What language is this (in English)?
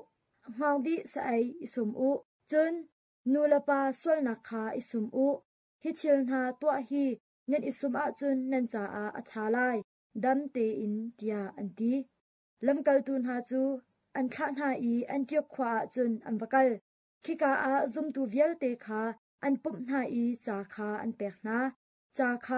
Hakha Chin